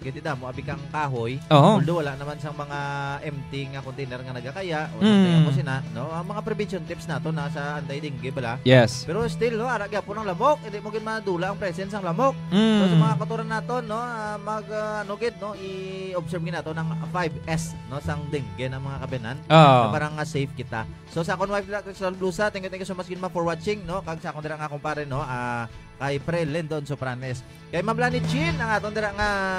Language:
Hiligaynon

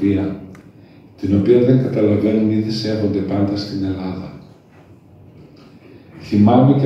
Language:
Greek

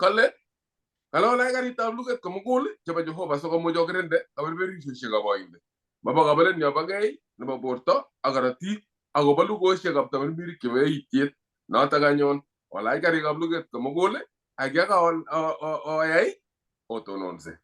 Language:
Kalenjin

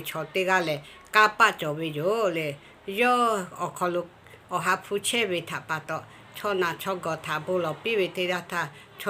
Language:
Lahu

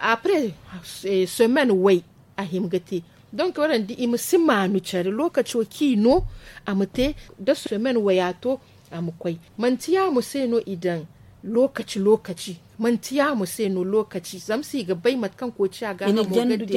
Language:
Zarma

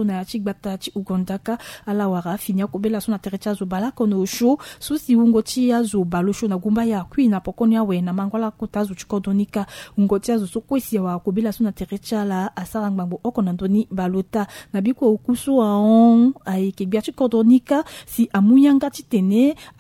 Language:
Sango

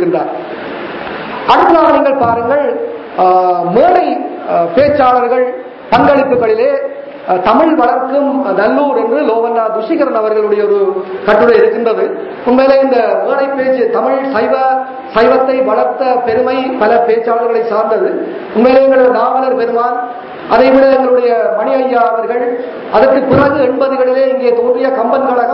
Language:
Tamil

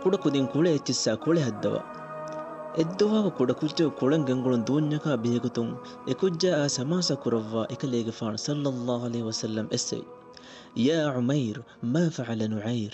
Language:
Divehi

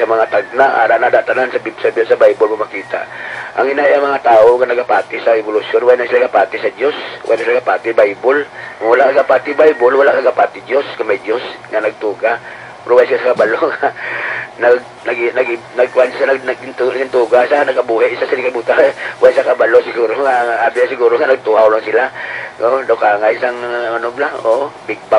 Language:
Hiligaynon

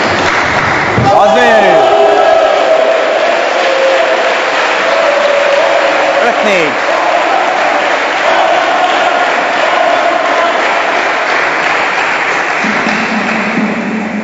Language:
Hungarian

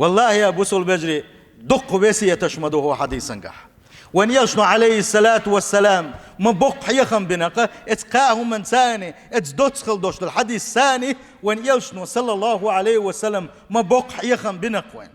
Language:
Chechen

